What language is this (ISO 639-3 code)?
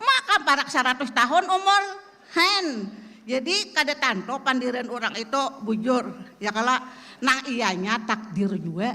bjn